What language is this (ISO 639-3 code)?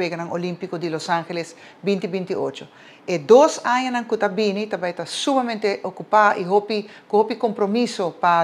pap